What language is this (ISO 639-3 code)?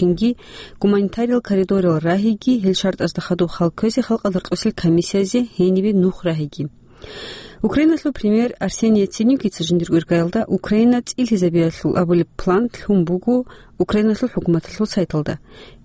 ava